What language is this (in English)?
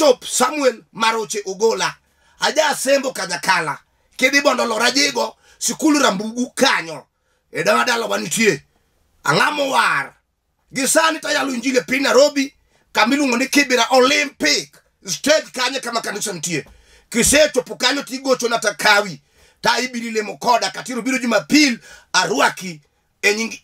Luo (Kenya and Tanzania)